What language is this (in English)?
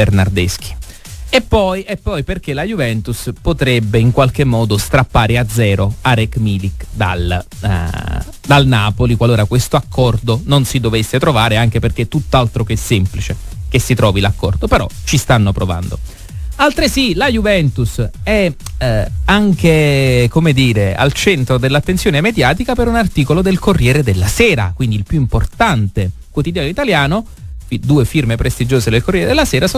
Italian